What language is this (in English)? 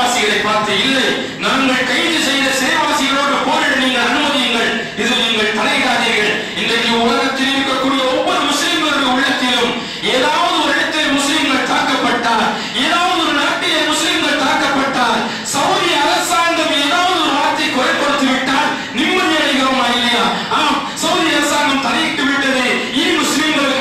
Tamil